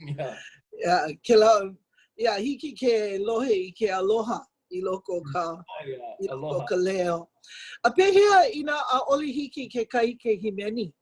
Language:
Hawaiian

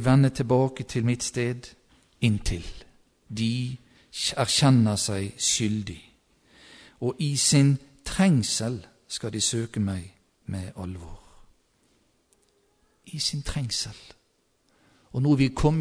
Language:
Norwegian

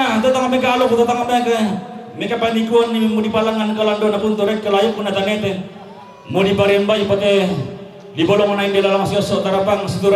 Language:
Toraja-Sa'dan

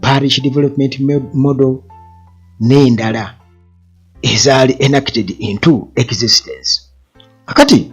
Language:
Ganda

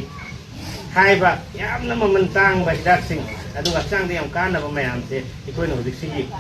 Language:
Manipuri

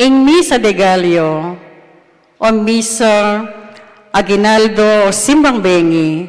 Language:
Pampanga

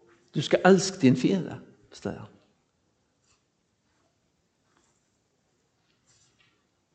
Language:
Norwegian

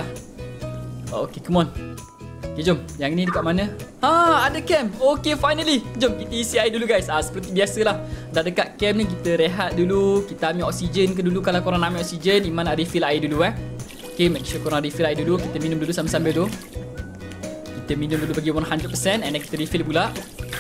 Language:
Malay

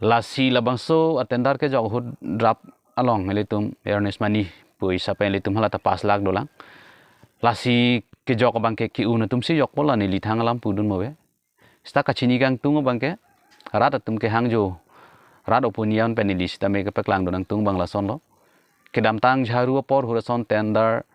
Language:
Karbi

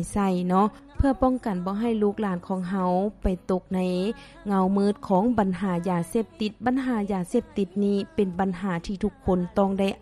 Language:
Lao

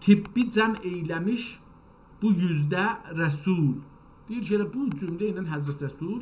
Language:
South Azerbaijani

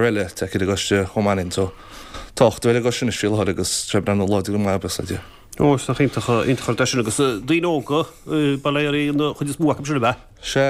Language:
Irish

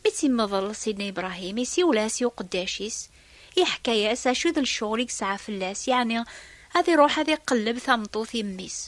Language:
Kabyle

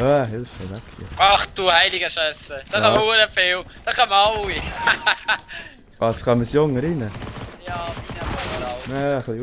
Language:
Swiss German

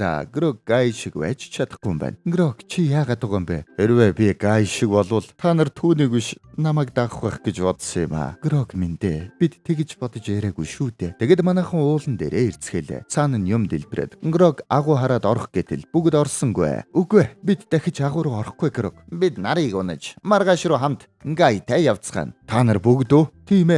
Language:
Mongolian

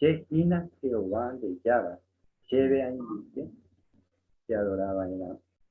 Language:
Guarani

